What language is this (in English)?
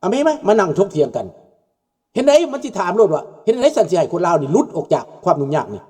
Lao